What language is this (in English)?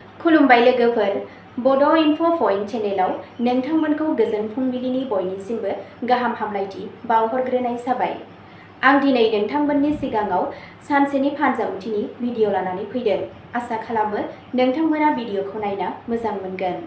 Bodo